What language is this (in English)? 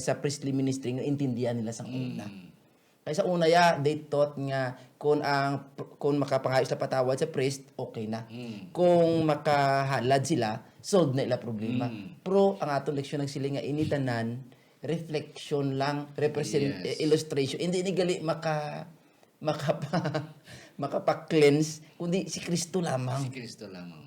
Hiligaynon